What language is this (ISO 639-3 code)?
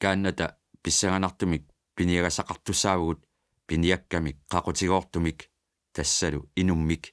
kal